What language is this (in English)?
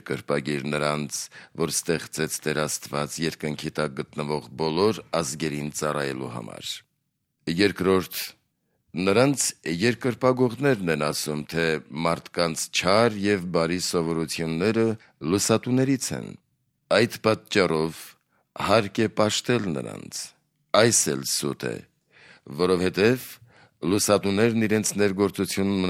Armenian